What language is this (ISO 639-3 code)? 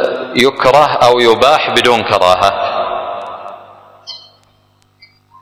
ara